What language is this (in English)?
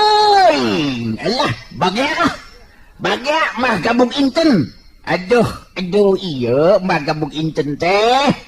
Sundanese